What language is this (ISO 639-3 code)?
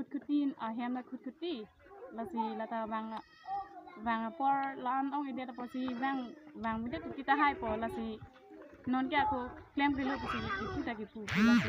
mjw